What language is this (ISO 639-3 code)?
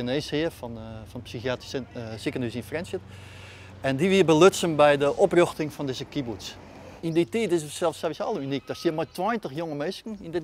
fry